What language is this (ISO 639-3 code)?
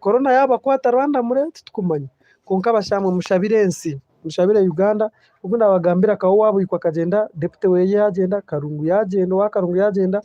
nyn